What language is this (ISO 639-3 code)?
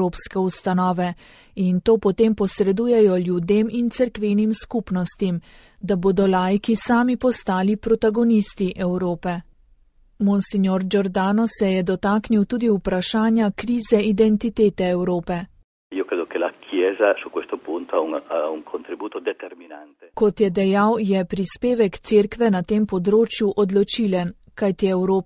slv